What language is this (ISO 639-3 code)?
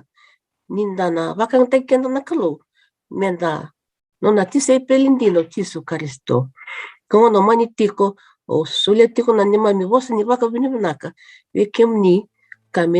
fij